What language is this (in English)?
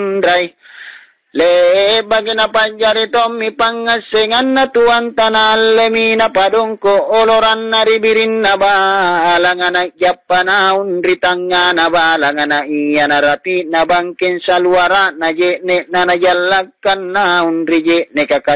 Makasar